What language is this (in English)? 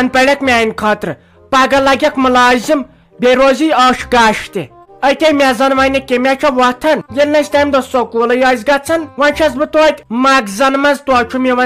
Kashmiri